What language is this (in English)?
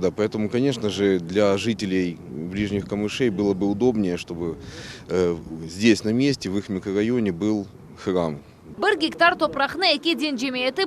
Crimean Tatar